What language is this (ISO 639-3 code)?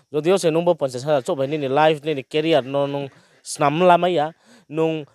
ria